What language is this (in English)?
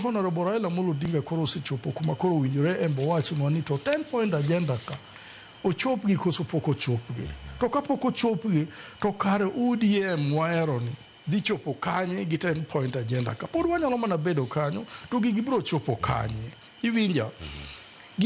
Luo (Kenya and Tanzania)